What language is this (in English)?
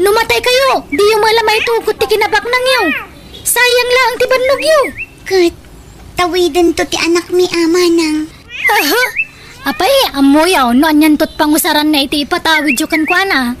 Iloko